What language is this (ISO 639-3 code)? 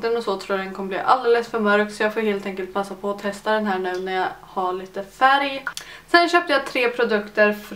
swe